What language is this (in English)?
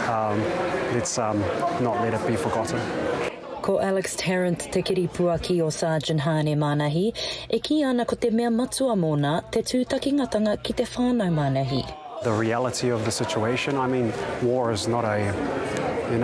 Māori